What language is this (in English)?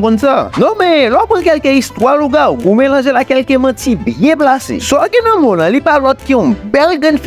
Haitian Creole